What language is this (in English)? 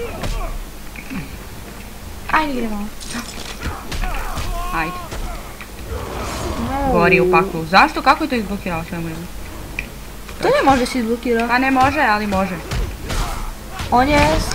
Croatian